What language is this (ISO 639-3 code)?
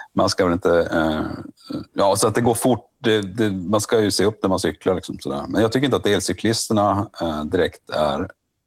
swe